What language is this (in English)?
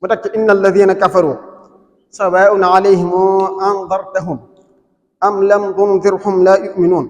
Wolof